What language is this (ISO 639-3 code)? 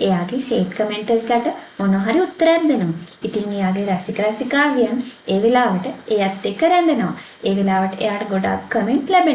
sin